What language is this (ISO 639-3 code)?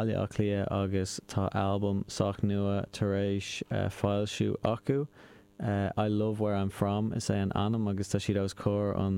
gle